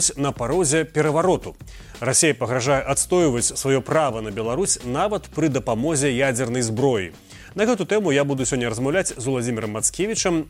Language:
Belarusian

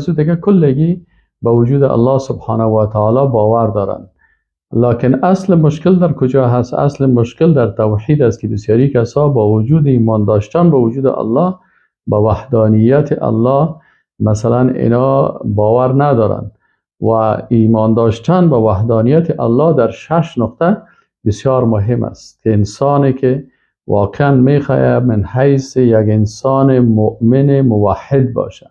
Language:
Persian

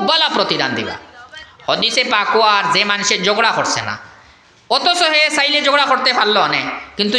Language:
Sylheti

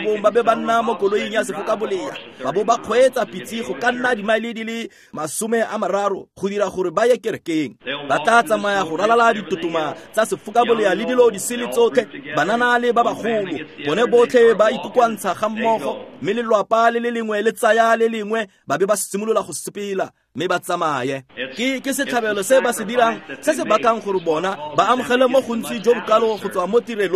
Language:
Tswana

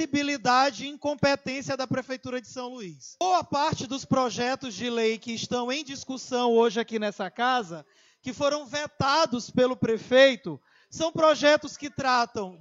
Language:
Portuguese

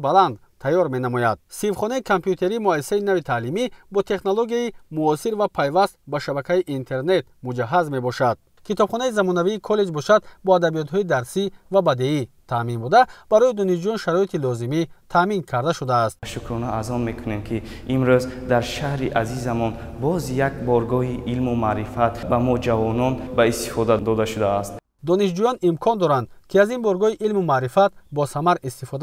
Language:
Tajik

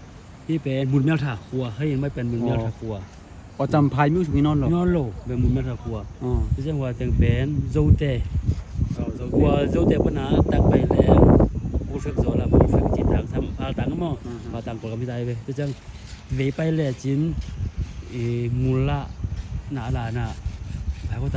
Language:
Tedim Chin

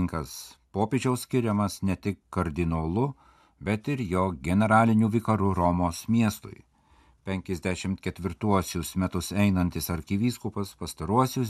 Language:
Lithuanian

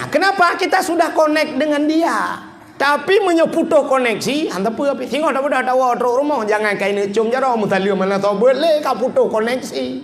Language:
Achinese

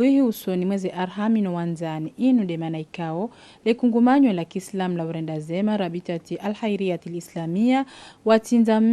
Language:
Ngazidja Comorian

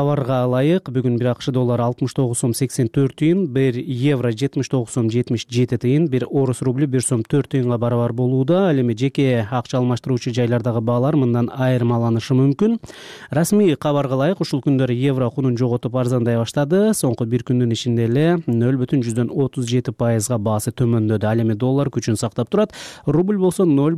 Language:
Kyrgyz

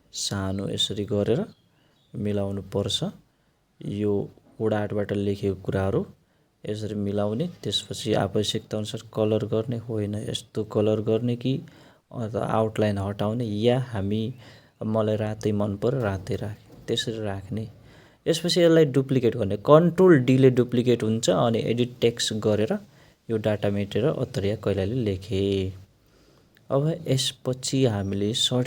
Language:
Nepali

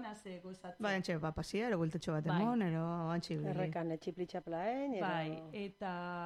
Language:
Basque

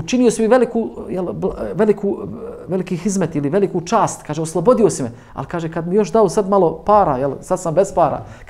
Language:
Bosnian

